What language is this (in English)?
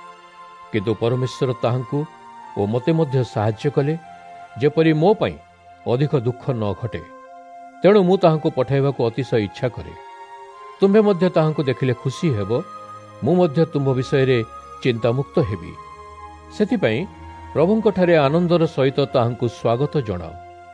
Odia